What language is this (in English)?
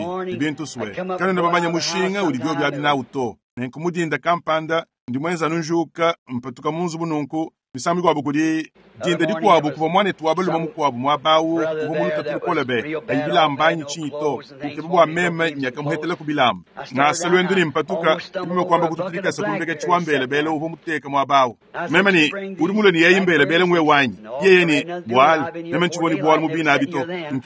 Luba-Lulua